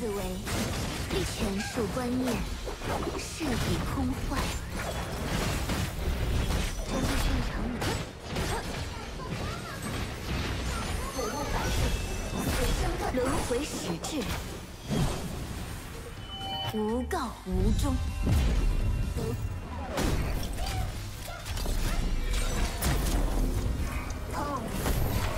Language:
Chinese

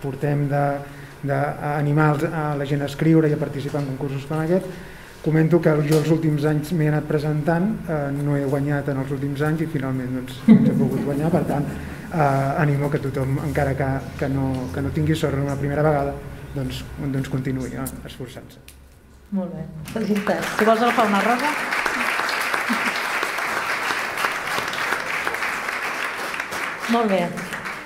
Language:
Catalan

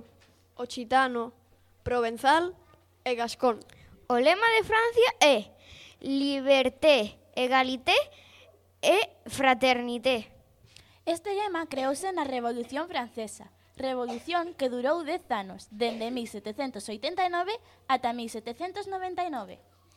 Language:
Galician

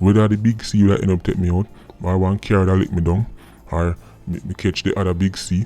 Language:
Jamaican Creole English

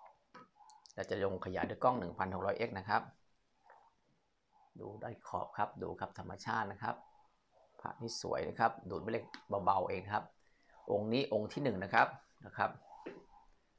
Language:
Thai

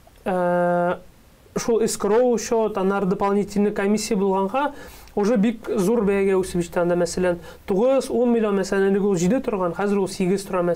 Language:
Tatar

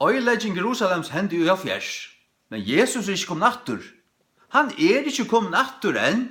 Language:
Faroese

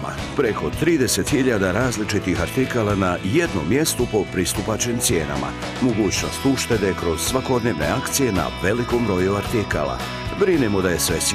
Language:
Bosnian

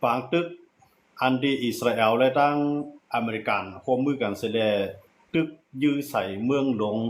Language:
Shan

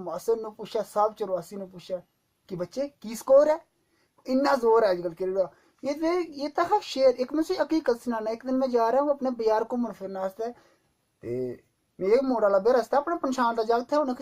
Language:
Dogri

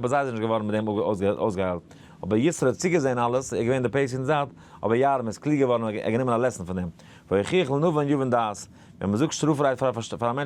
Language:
Yiddish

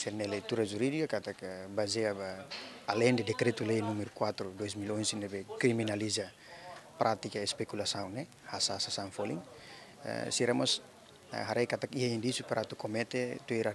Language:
Tetum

